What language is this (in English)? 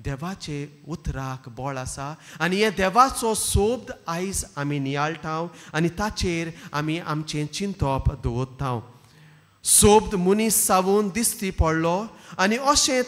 Konkani